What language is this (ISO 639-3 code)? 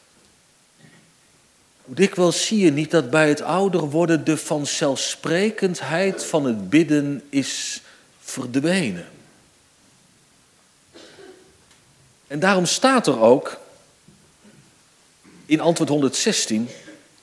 nld